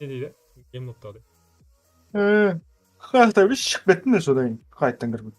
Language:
Kara-Kalpak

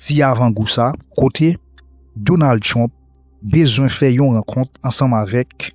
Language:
Haitian Creole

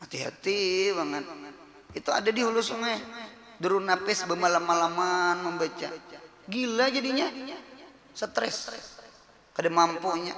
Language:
Banjar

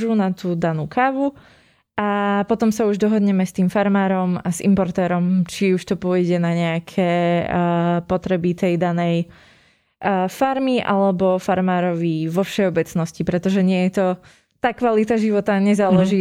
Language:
Slovak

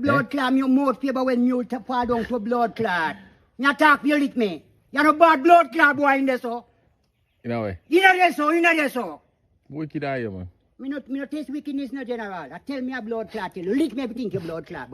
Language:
Jamaican Creole English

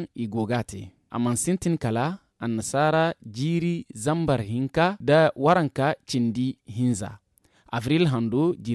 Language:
Zarma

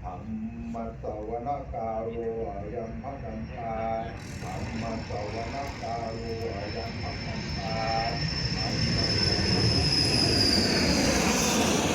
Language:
Pali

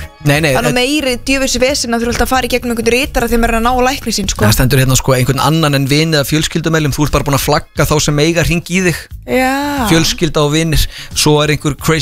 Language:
Icelandic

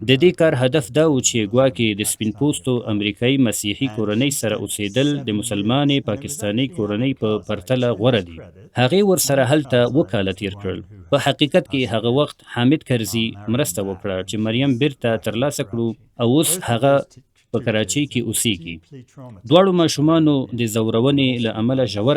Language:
Pashto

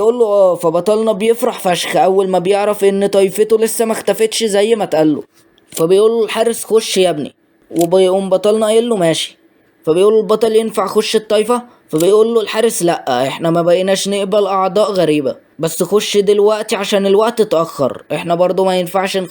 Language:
Egyptian Arabic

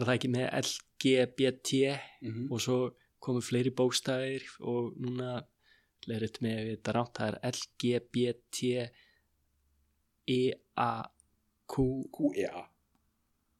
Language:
Icelandic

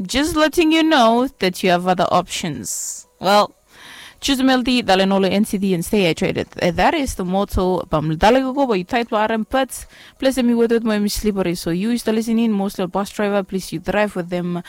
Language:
Bislama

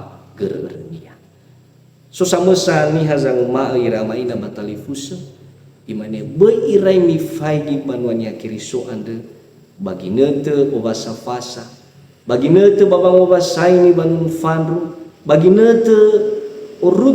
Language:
Nias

